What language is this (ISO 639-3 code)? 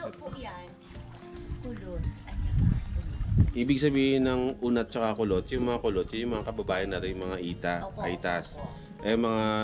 fil